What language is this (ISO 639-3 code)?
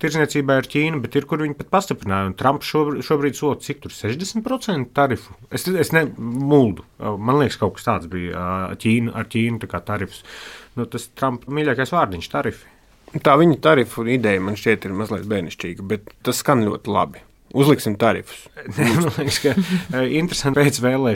lav